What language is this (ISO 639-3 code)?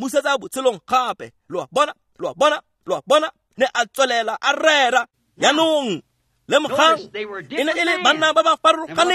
tsn